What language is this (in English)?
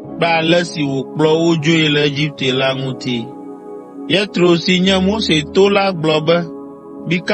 Ewe